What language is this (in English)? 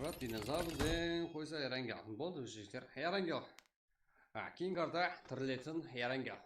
Kara-Kalpak